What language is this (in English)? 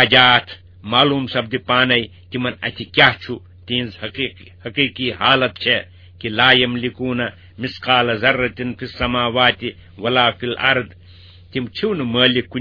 Kashmiri